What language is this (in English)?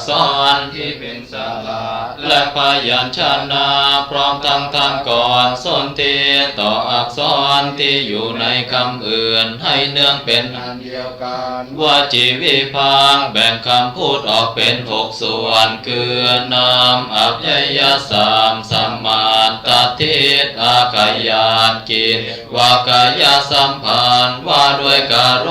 Lao